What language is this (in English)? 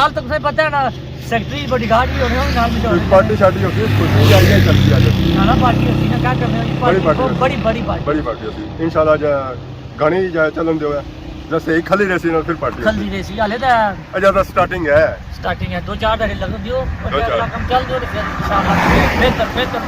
Pahari-Potwari